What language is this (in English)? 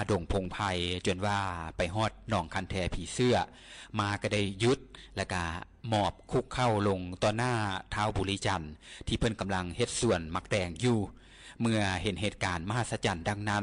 Lao